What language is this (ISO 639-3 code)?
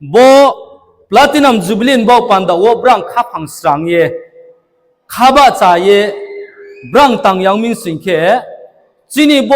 ria